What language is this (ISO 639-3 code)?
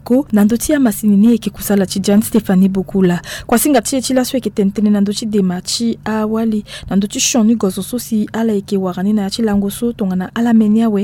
sag